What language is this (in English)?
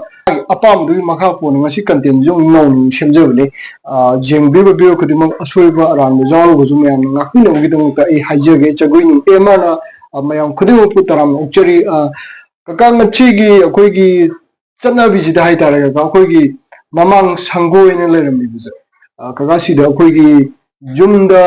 Manipuri